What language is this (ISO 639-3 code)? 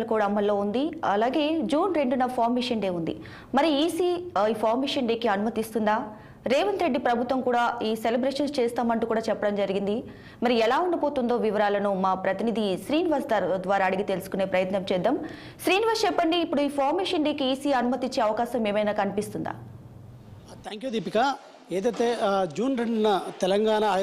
tel